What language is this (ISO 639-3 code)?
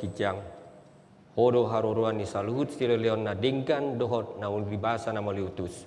bbc